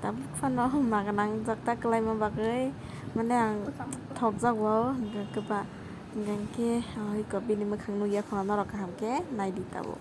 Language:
Kok Borok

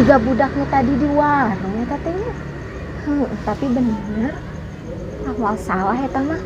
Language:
Sundanese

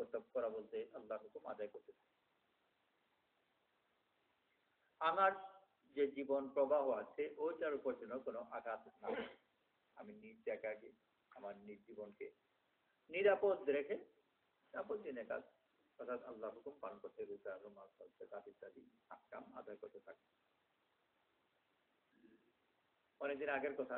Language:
Bangla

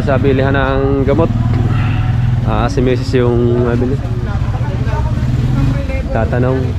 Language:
Filipino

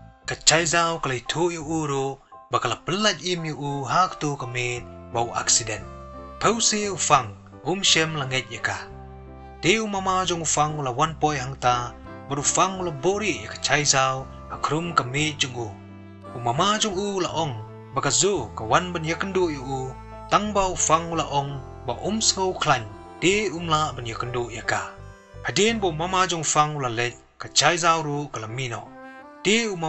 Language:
Khasi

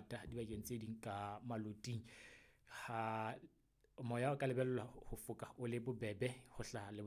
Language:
Southern Sotho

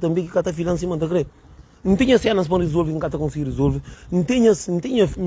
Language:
Kabuverdianu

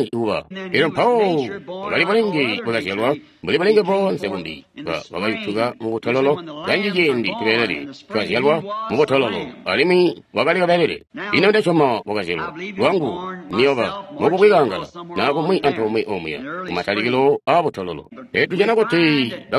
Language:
Tonga (Zambia)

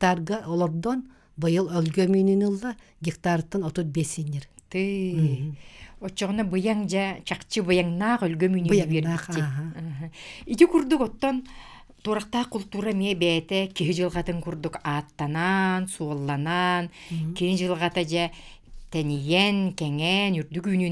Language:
Yakut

